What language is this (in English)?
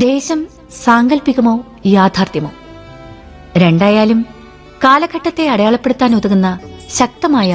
Malayalam